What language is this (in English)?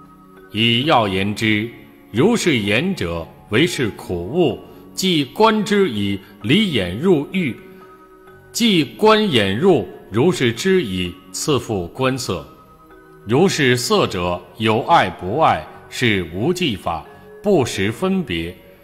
Chinese